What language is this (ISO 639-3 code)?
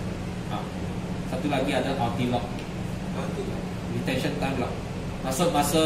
msa